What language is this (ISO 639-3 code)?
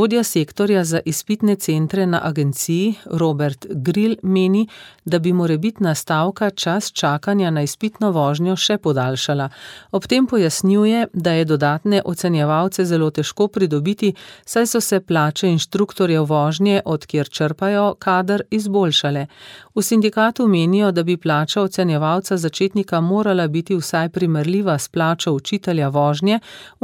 slv